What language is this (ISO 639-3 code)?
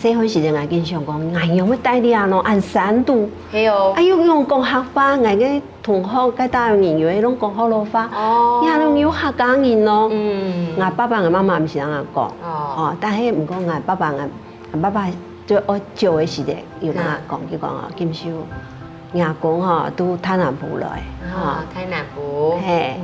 hak